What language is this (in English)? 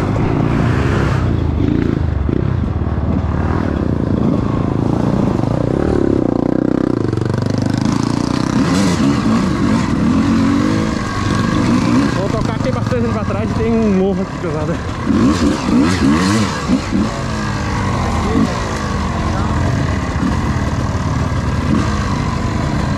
Portuguese